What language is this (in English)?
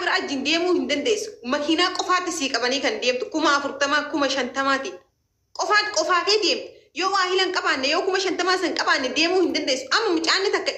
Oromo